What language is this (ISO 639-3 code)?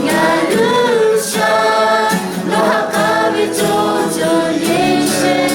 lhu